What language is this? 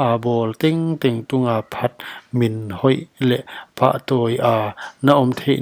Paite Chin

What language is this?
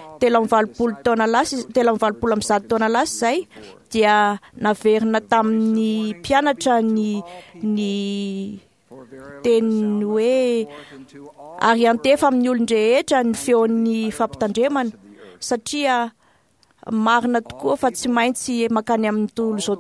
Malagasy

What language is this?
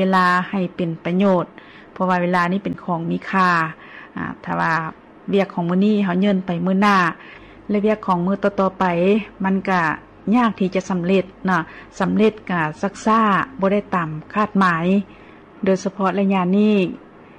Lao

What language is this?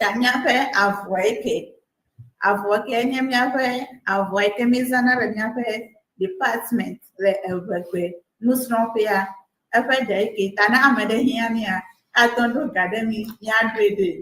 Ewe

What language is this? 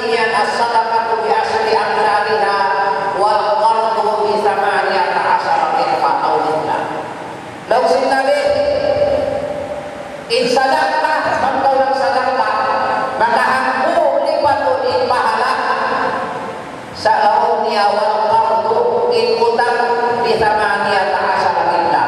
Tausug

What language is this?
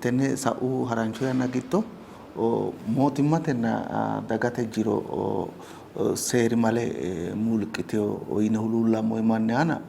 Sidamo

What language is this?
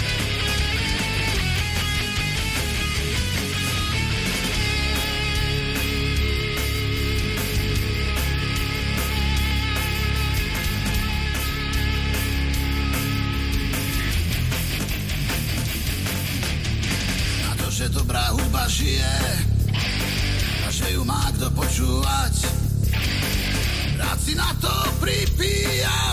Slovak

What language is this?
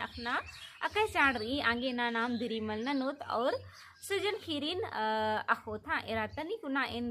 Kurukh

